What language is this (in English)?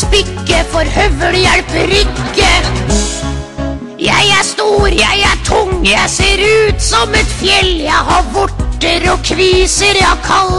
Norwegian